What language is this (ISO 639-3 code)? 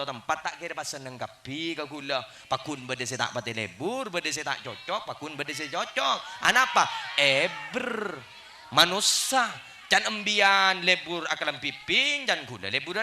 mad